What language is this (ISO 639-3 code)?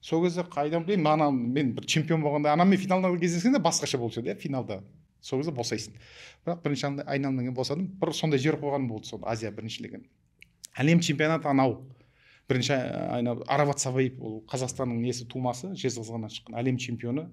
kaz